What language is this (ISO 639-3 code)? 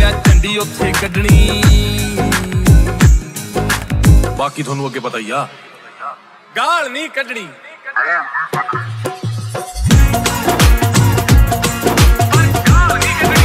pan